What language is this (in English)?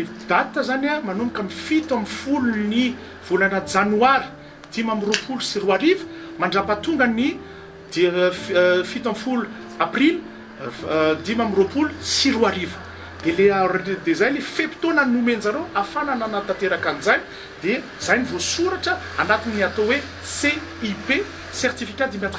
Malagasy